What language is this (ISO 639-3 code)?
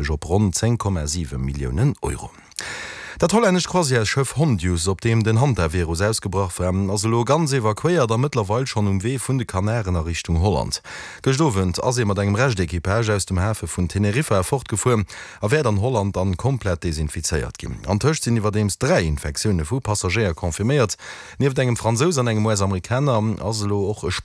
ltz